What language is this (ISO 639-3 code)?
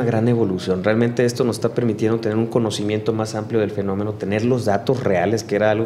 spa